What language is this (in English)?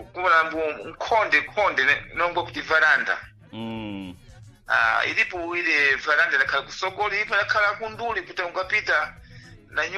Sena